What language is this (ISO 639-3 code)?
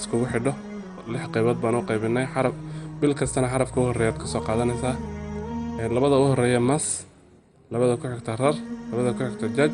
som